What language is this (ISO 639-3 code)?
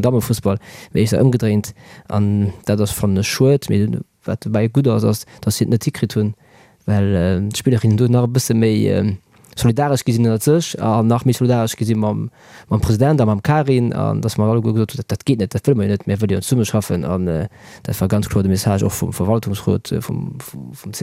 ltz